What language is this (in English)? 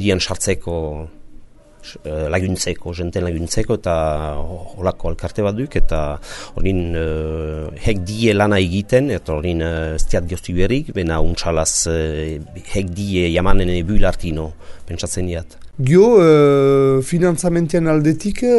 Basque